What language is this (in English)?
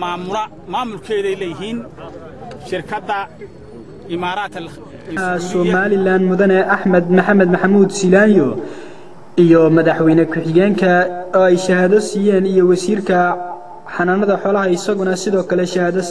Somali